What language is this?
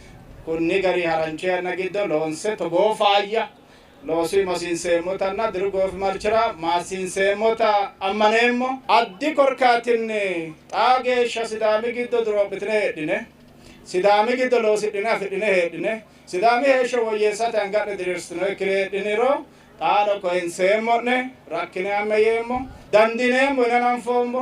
Sidamo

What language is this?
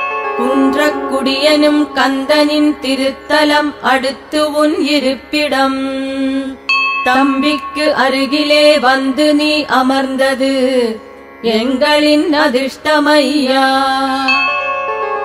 Tamil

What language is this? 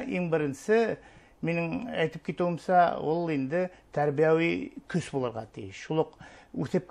Bashkir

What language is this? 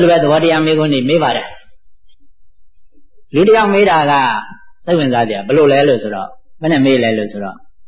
Burmese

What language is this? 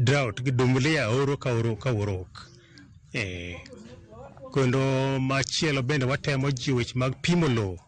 Luo (Kenya and Tanzania)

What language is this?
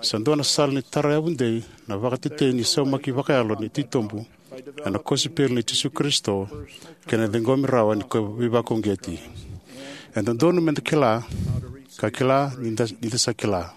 Fijian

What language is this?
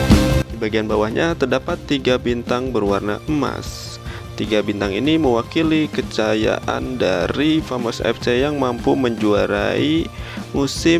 Indonesian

